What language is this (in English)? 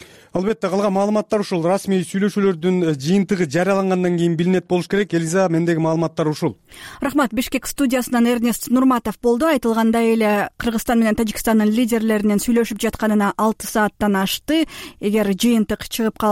Kyrgyz